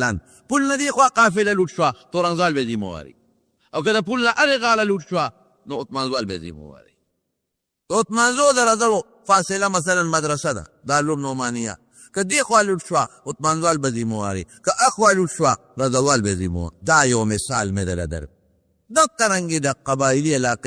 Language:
Pashto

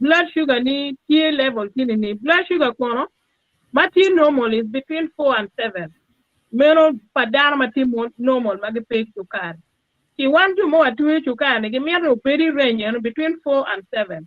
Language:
Acoli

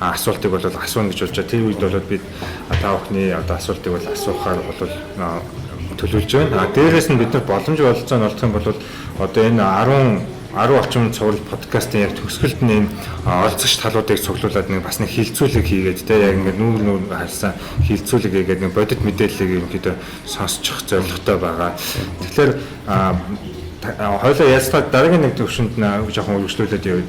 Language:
Mongolian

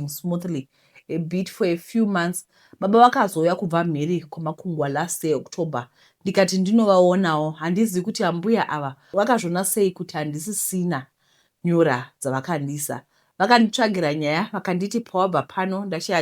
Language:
Shona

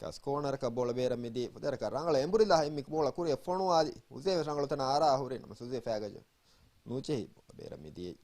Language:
Divehi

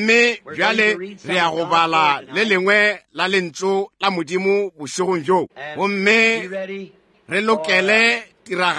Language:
Northern Sotho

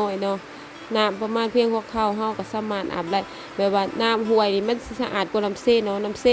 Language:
Lao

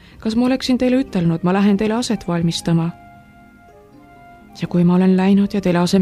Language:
Estonian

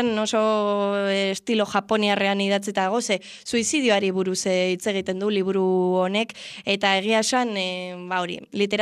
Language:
Basque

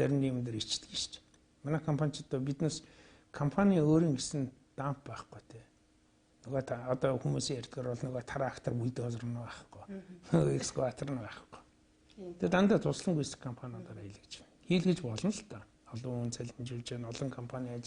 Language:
Mongolian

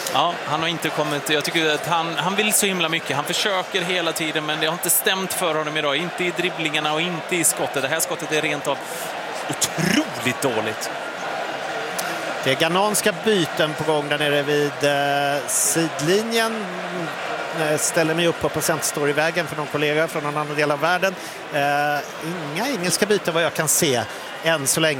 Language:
Swedish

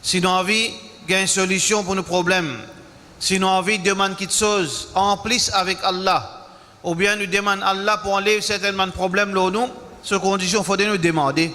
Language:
Morisyen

